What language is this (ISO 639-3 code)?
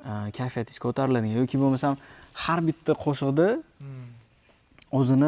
uzb